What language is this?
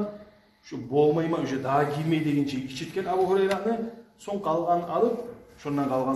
Kumyk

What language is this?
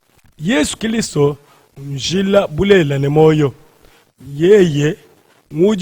Luba-Lulua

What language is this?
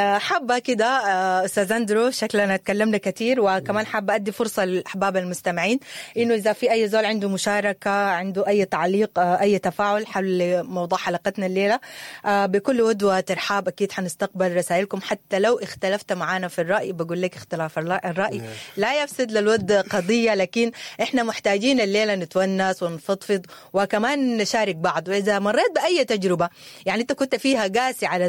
Sudanese Arabic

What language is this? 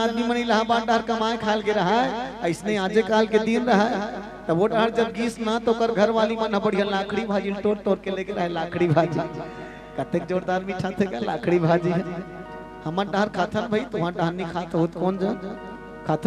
Chhattisgarhi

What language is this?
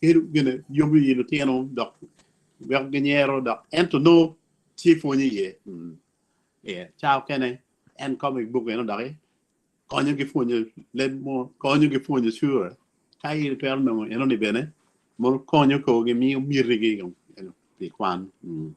Acoli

